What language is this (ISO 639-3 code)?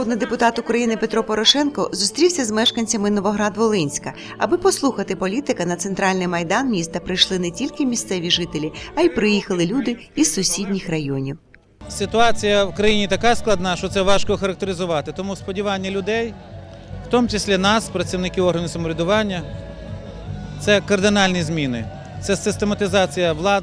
ukr